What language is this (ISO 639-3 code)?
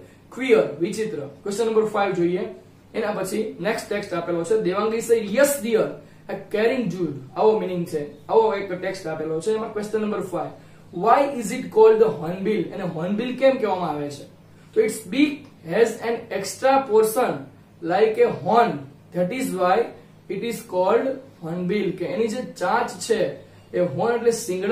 guj